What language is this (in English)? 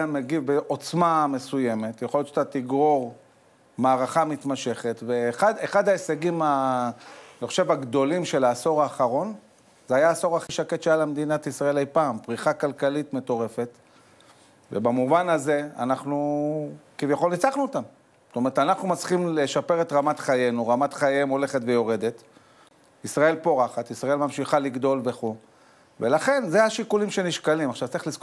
Hebrew